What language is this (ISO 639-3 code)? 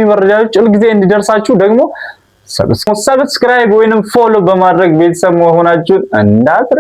amh